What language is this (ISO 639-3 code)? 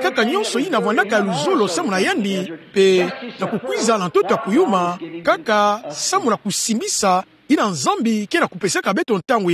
ktu